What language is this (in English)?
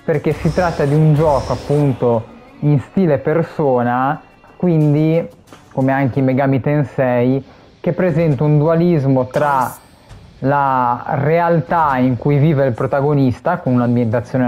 Italian